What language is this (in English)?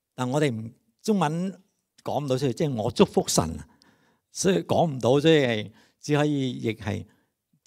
Cantonese